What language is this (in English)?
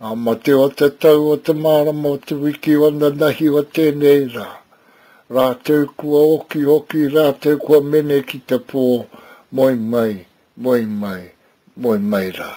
Māori